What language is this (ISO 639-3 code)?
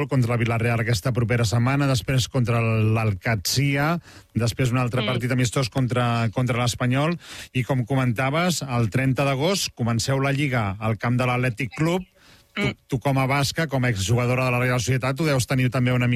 cat